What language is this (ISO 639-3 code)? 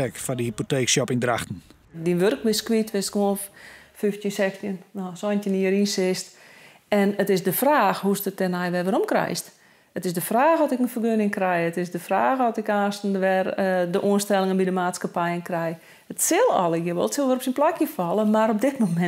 fry